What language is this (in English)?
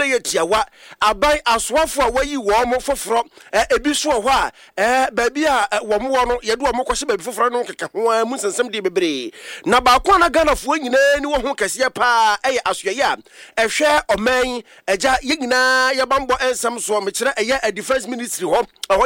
Akan